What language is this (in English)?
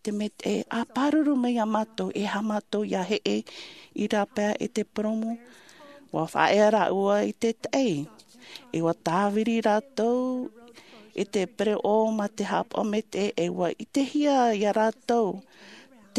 Tahitian